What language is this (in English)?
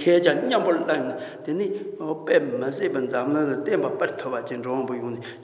Tibetan